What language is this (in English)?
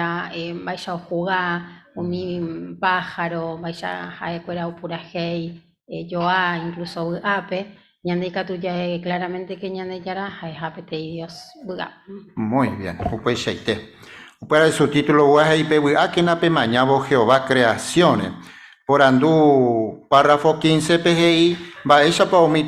Guarani